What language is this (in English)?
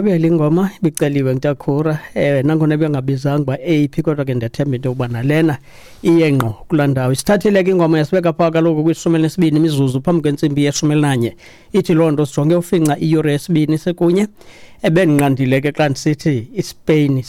Xhosa